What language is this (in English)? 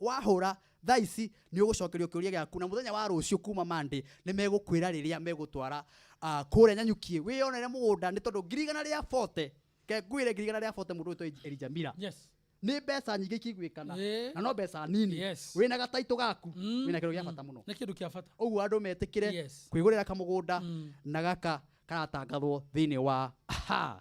Kikuyu